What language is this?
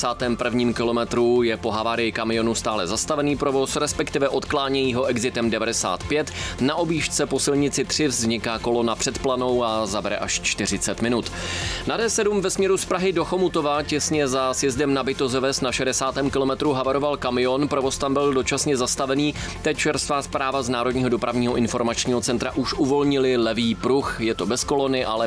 Czech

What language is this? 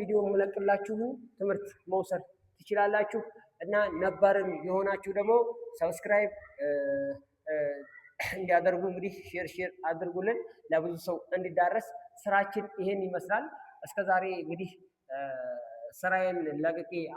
Amharic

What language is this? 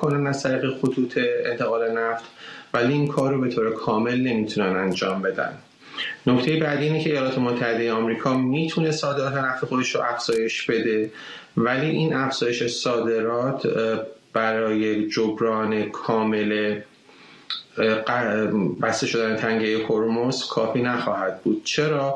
Persian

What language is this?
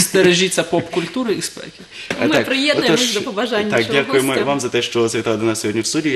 Ukrainian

